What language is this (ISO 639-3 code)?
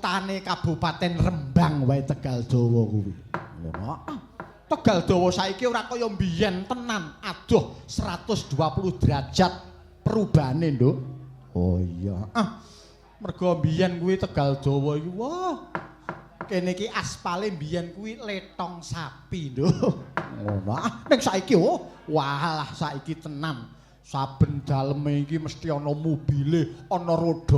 jav